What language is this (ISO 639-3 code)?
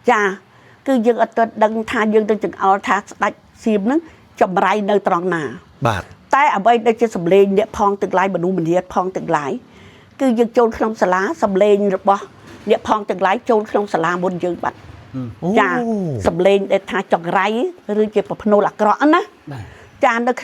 khm